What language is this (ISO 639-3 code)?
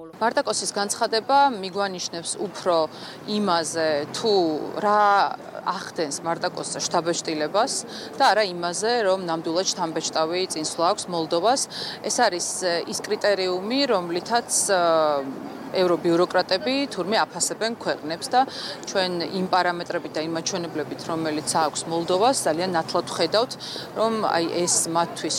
kat